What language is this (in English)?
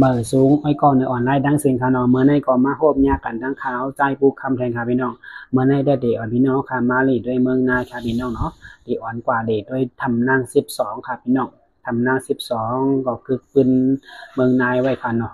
Shan